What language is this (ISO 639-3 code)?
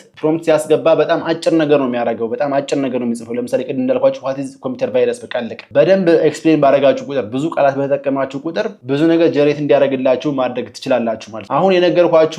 amh